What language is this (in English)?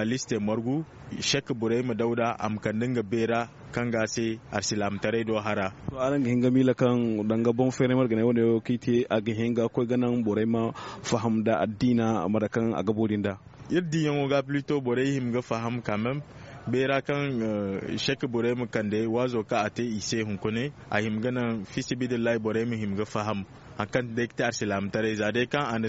Zarma